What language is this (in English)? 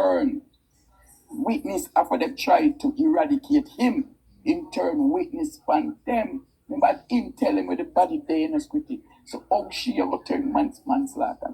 Jamaican Creole English